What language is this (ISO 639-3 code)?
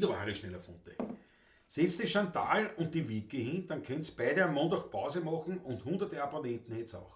bar